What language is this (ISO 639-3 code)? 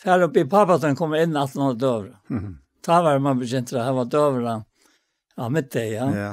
fao